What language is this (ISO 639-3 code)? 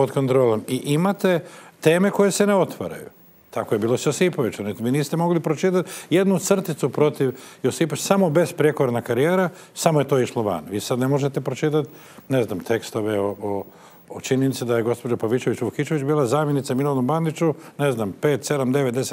hrv